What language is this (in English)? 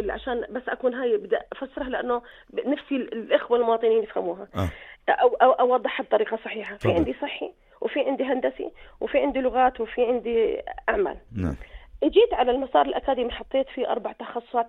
North Levantine Arabic